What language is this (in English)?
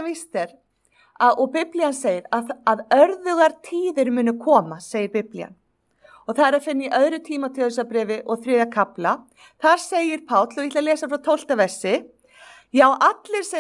Icelandic